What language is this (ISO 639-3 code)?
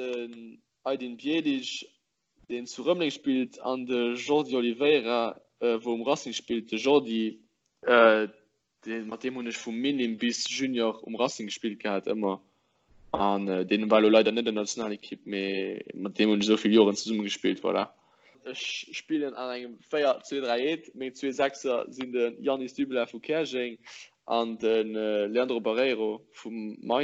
ltz